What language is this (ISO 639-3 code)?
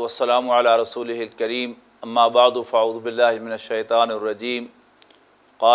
lah